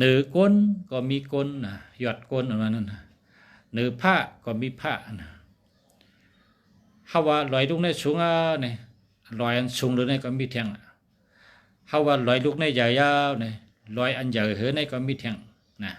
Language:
Shan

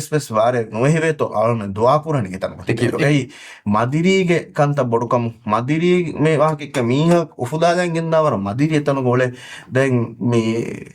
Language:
Divehi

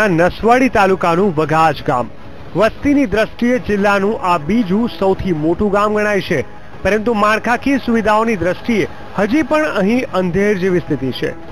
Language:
Gujarati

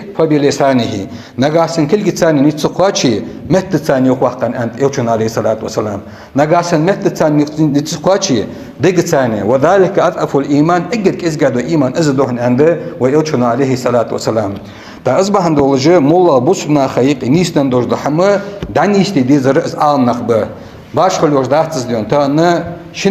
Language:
Ingush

